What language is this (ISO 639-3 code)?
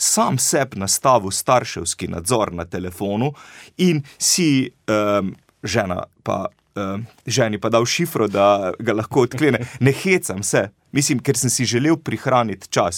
slv